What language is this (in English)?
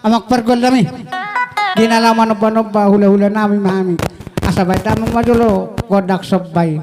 Batak Toba